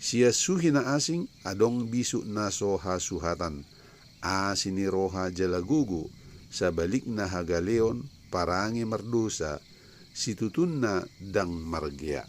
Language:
Batak Toba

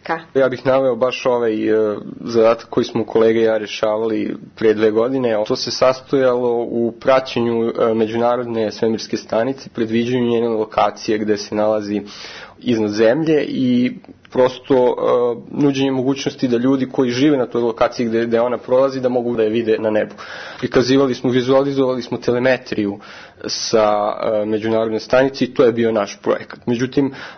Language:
Serbian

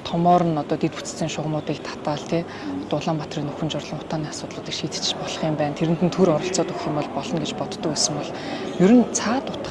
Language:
Mongolian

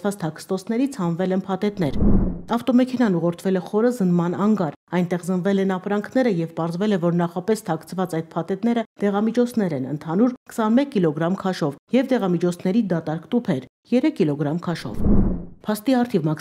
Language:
Armenian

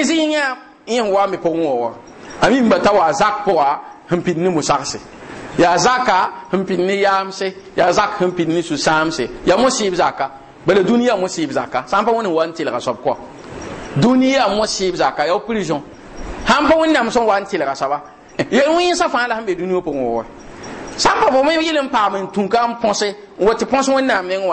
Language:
Mossi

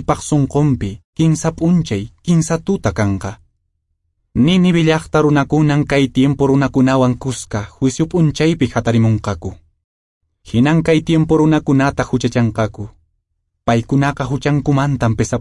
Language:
Quechua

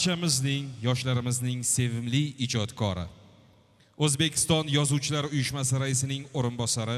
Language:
Uzbek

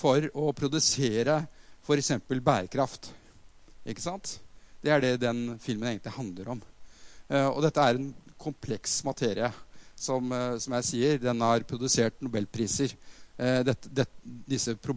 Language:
Norwegian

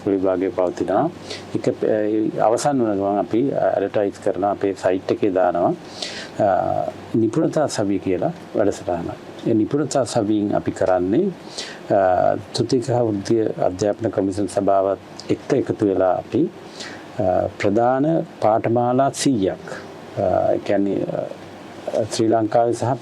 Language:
Sinhala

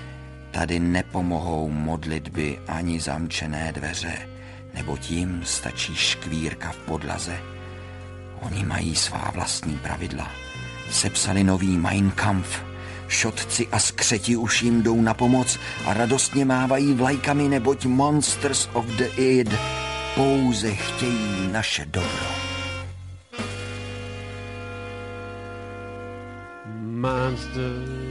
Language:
Czech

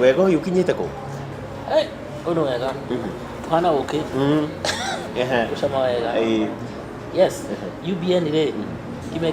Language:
Kikuyu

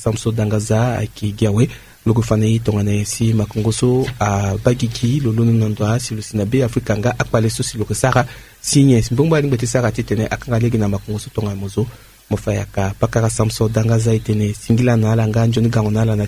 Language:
Sango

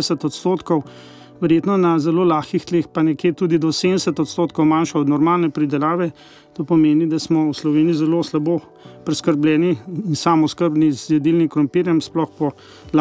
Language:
Slovenian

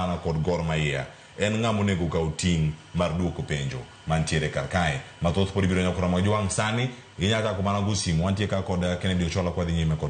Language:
Luo (Kenya and Tanzania)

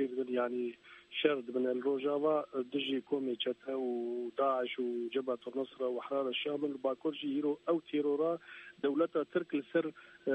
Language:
Kurdish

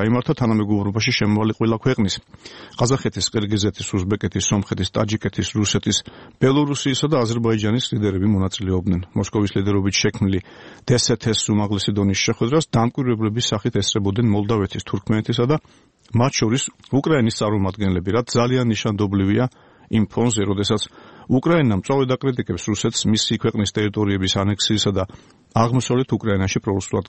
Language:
Georgian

